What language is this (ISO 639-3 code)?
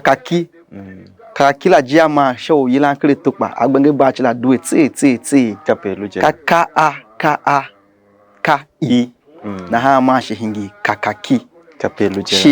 tiv